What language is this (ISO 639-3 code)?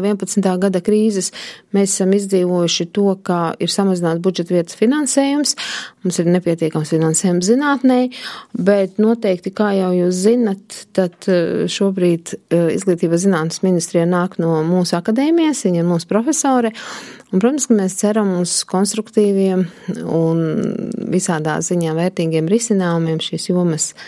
lav